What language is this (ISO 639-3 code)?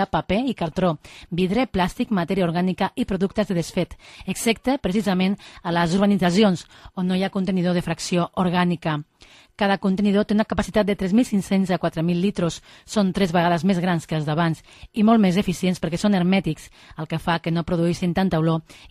cat